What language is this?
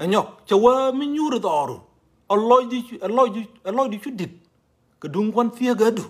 Nuer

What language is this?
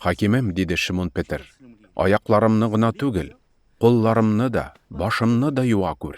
Tatar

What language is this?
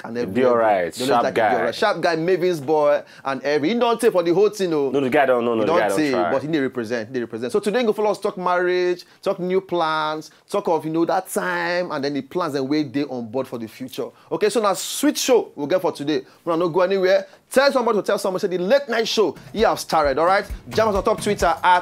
Nigerian Pidgin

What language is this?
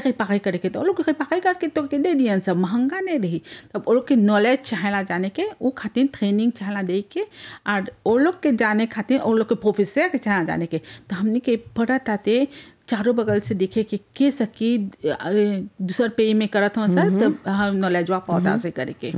Bhojpuri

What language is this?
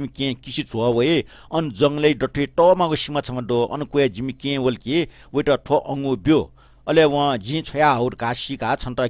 Newari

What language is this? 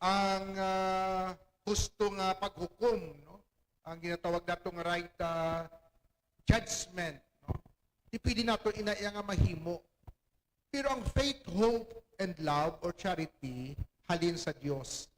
Hiligaynon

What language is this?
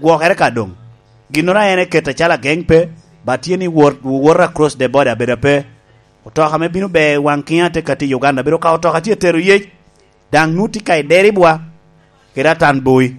Lango (Uganda)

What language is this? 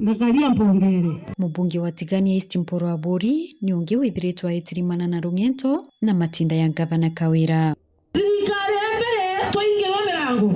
Meru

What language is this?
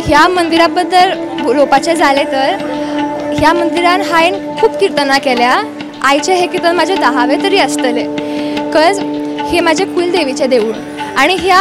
Konkani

